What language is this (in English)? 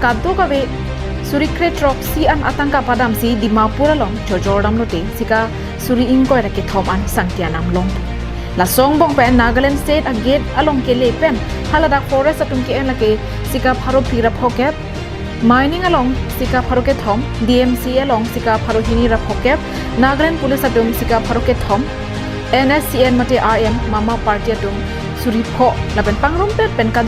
Karbi